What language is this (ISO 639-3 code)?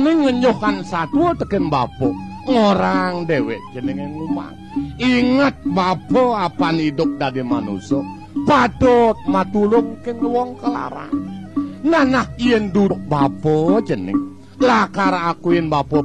ban